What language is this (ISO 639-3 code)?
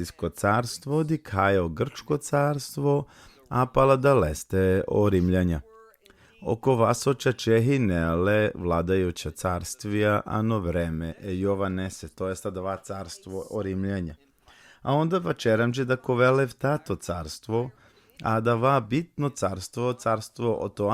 rmn